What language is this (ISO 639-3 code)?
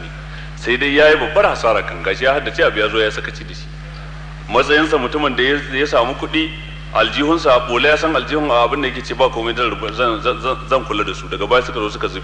hau